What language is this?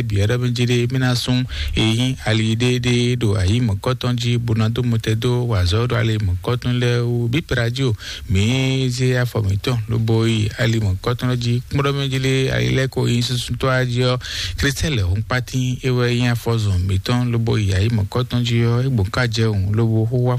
Fon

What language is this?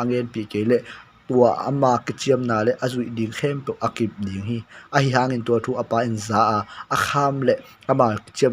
Tedim Chin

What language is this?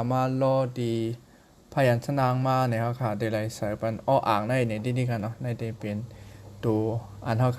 Shan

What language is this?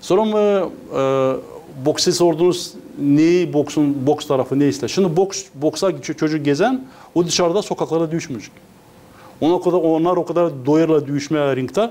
Gagauz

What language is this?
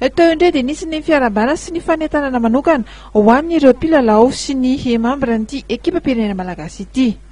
Malagasy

